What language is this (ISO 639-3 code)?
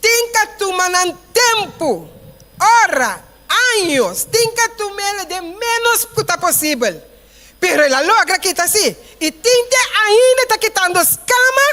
pap